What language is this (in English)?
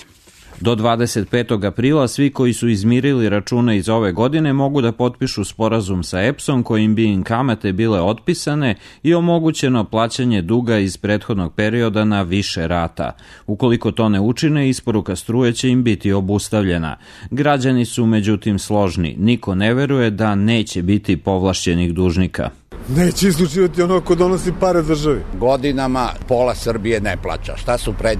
Serbian